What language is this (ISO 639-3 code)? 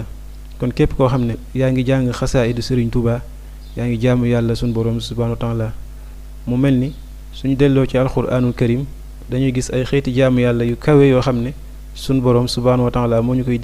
wol